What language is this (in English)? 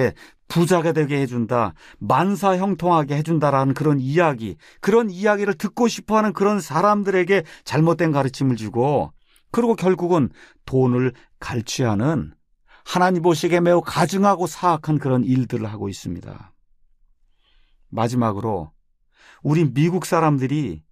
Korean